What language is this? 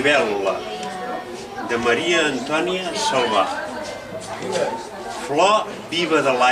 Catalan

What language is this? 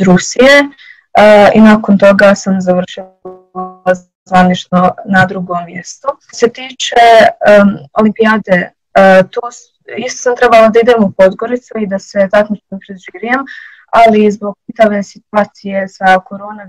Serbian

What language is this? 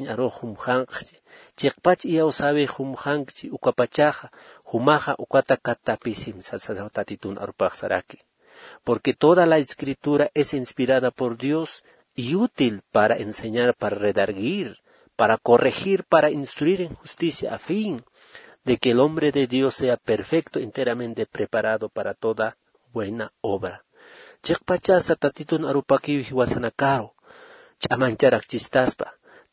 Aymara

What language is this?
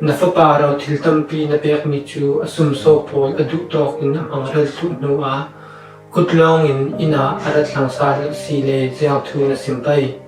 Falam Chin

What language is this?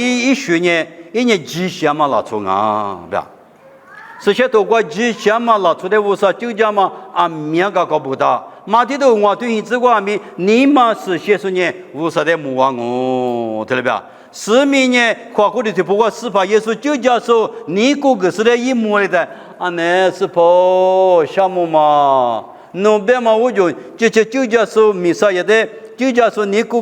Lisu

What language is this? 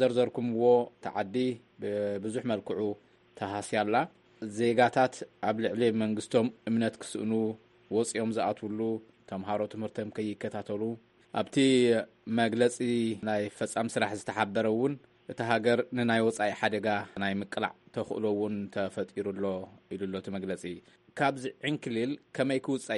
Tigrinya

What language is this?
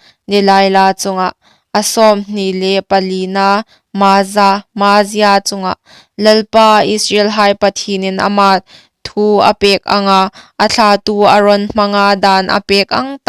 Hmar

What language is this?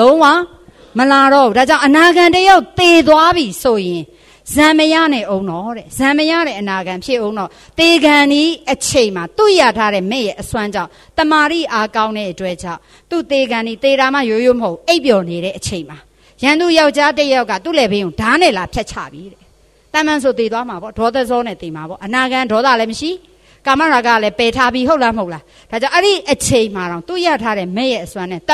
Burmese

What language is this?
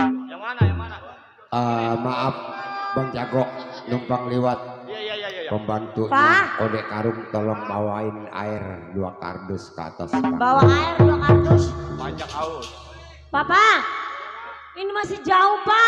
Betawi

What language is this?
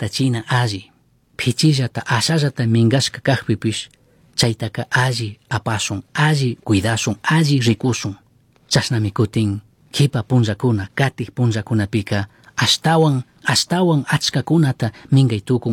Chimborazo Highland Quichua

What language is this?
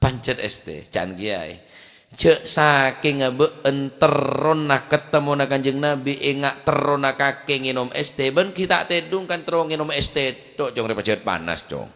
Madurese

